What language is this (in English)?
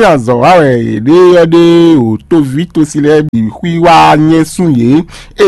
Fon